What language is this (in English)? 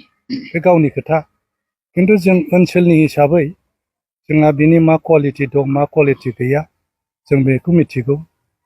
Bodo